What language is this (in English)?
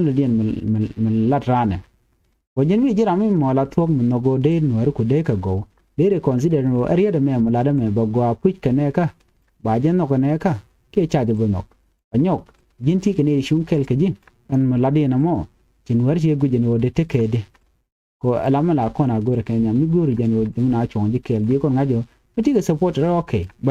Nuer